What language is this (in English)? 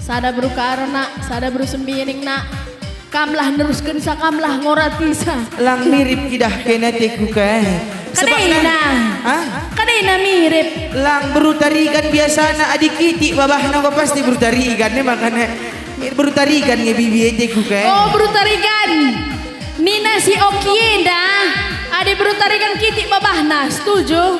Batak Karo